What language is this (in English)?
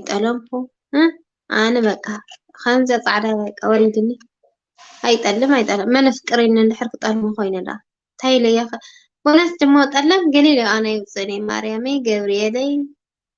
Tigrinya